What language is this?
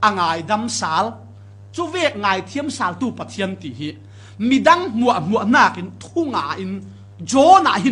Falam Chin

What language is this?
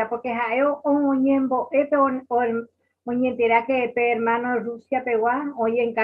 Guarani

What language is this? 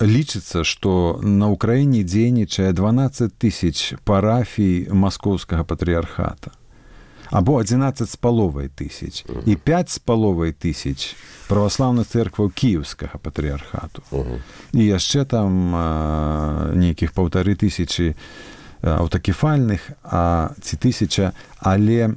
Belarusian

